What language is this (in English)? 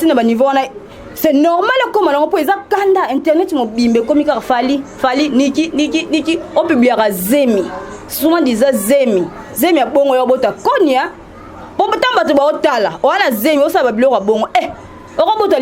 Lingala